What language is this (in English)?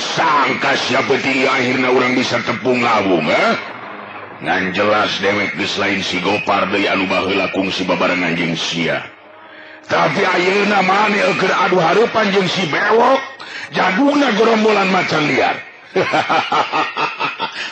Sundanese